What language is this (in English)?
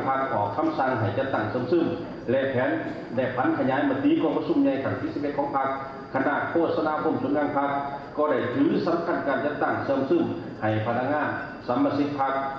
Lao